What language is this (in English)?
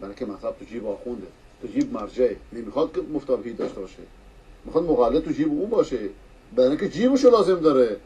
Persian